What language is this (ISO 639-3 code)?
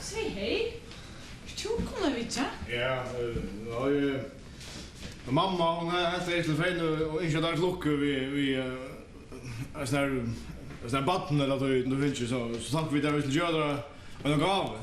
fao